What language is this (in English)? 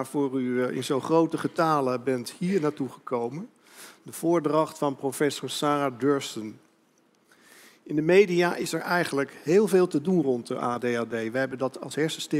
Dutch